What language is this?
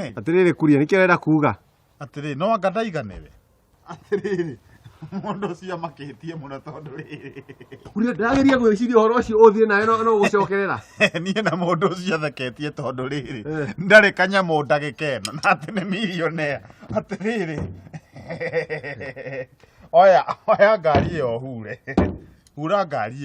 Kikuyu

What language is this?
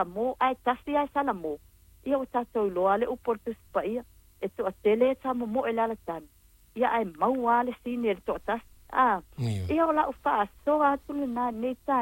Samoan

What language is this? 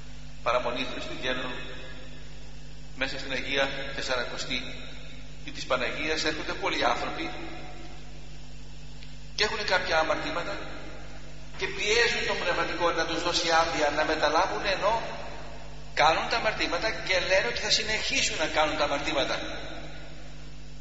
Greek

